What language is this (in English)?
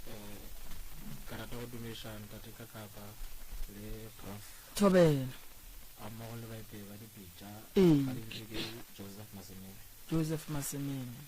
Northern Sotho